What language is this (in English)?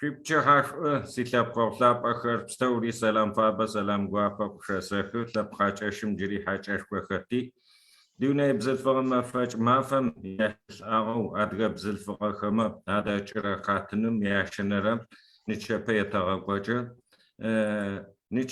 Adyghe